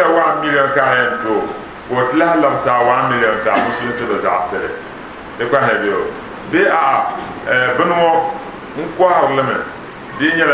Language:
Dagbani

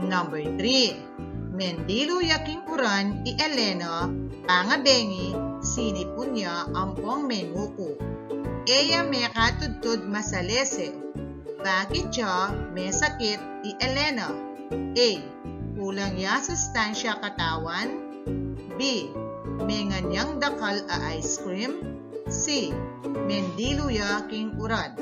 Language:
Pampanga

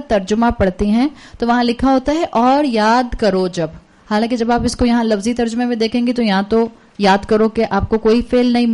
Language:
Urdu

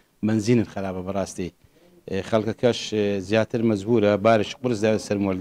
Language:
Central Kurdish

